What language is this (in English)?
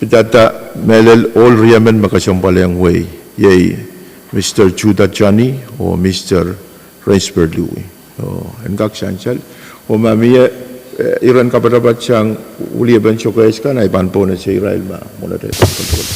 Pohnpeian